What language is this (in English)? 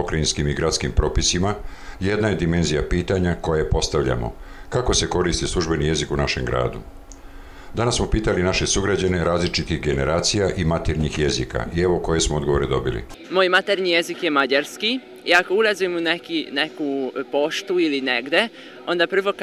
Serbian